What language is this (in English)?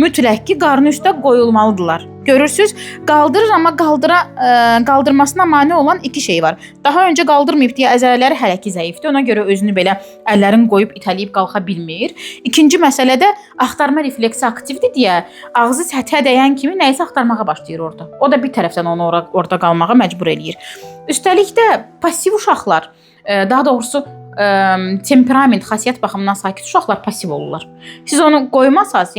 Azerbaijani